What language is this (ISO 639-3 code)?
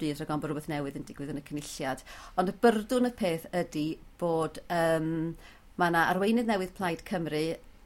cym